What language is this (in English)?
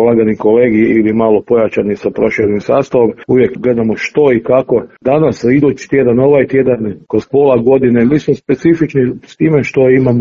Croatian